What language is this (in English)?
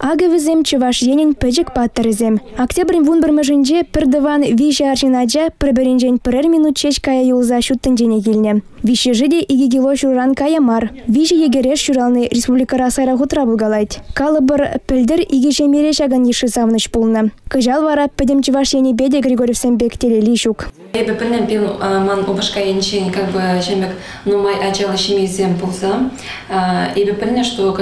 Chuvash